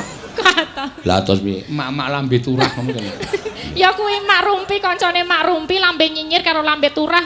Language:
Javanese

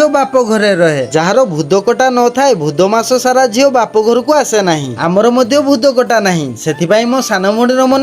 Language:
Odia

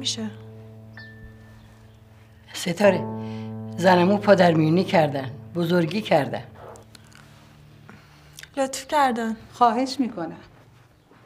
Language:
Persian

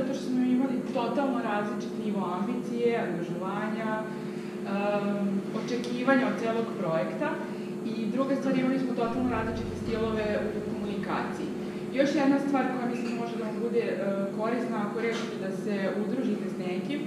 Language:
Serbian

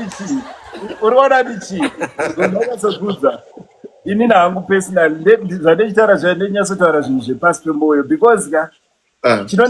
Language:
Shona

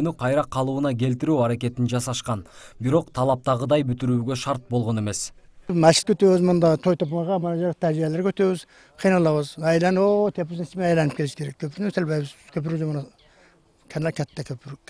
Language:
Kyrgyz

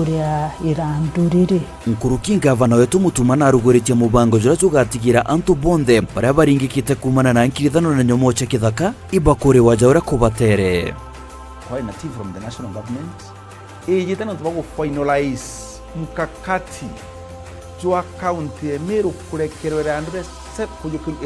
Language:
Meru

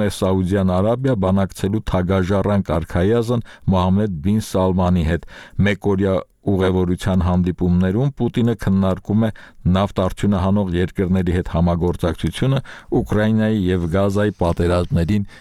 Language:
Armenian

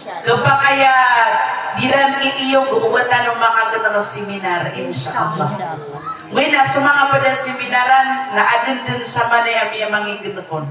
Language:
Maranao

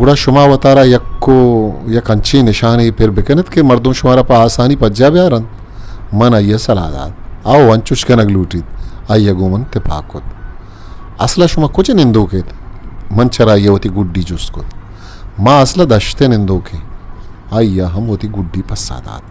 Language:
Eastern Balochi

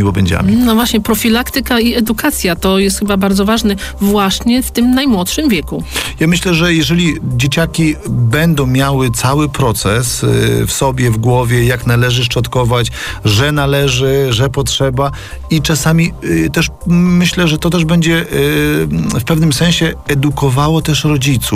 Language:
Polish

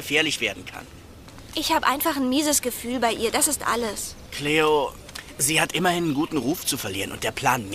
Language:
German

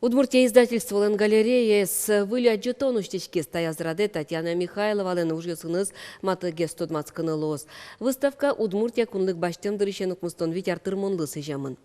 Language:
Udmurt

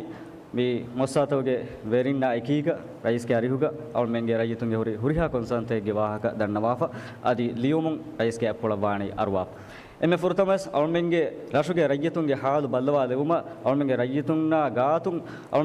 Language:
Divehi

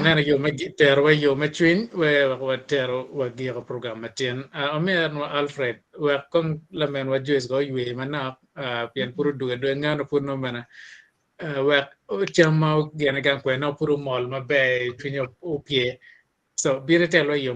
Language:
Acoli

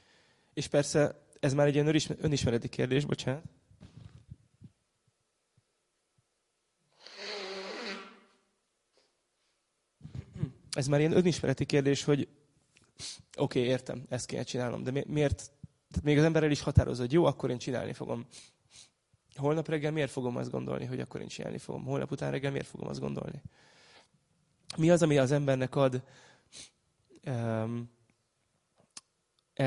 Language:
Hungarian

